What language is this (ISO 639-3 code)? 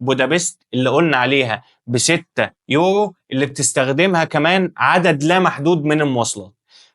arz